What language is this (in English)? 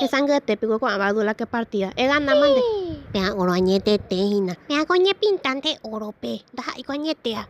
Guarani